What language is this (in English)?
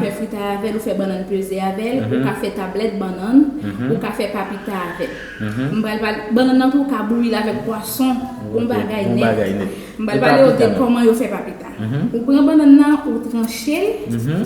Haitian Creole